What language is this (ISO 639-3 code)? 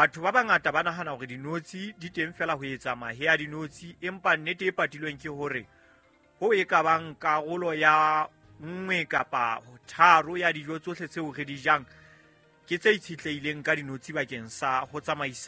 sot